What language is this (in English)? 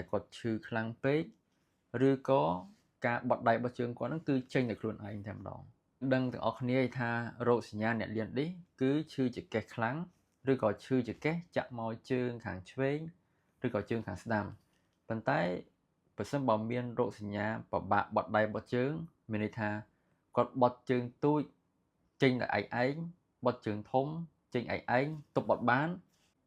Khmer